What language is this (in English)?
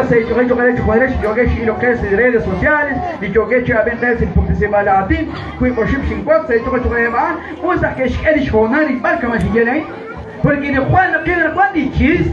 Kekchí